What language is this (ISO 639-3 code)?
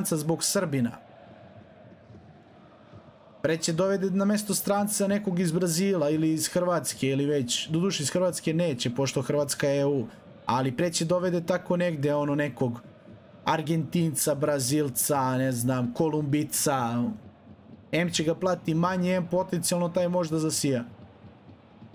srp